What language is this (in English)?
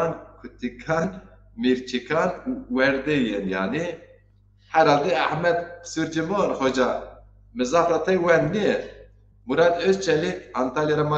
Zaza